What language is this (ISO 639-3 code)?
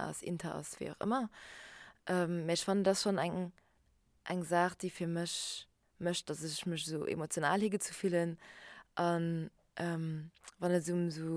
ltz